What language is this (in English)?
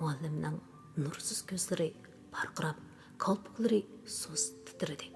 Uyghur